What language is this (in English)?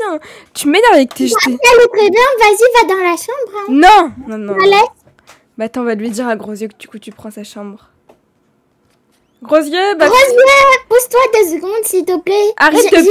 French